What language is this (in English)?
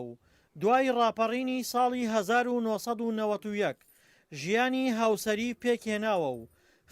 Central Kurdish